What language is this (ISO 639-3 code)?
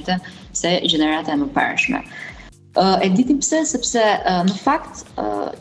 sqi